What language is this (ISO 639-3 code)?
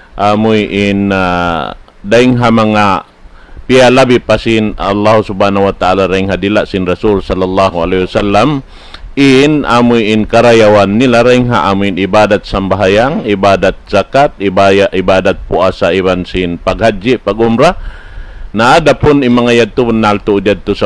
tsg